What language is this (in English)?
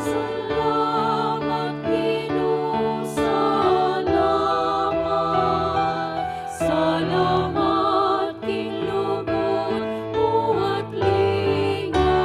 Pampanga